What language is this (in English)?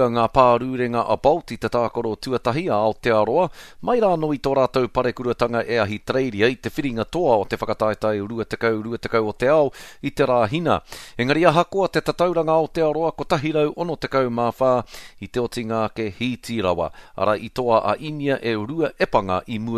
Māori